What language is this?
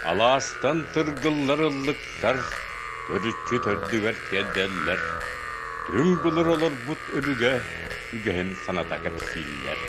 Yakut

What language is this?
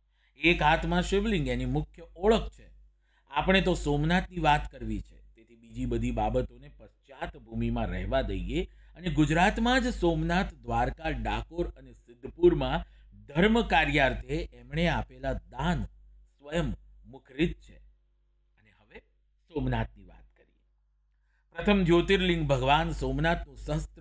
Gujarati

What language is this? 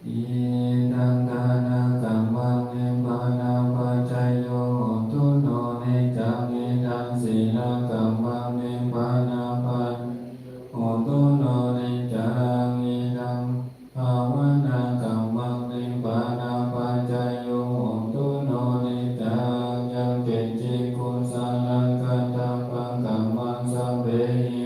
Pali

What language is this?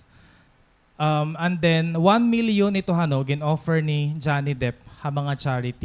Waray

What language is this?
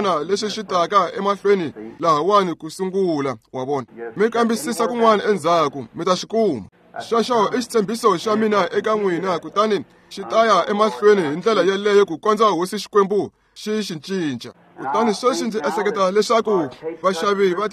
Tsonga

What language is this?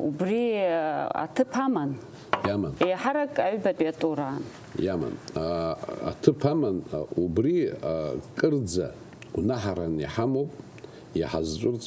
Abkhazian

